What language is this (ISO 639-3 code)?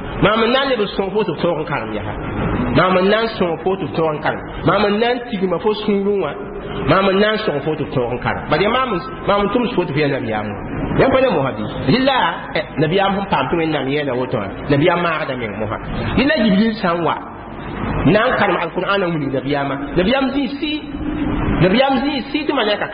mos